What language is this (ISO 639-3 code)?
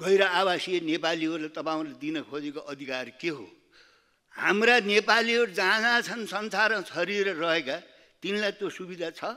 nep